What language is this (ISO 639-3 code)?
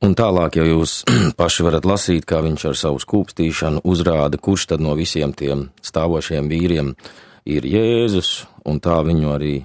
lav